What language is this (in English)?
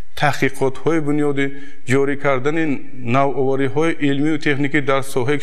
Tajik